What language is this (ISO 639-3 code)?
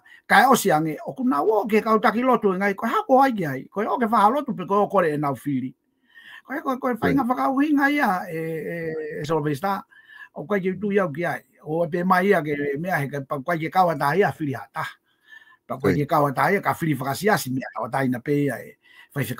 ton